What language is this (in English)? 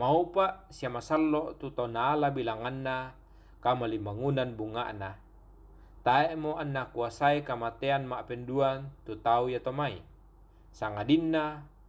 Toraja-Sa'dan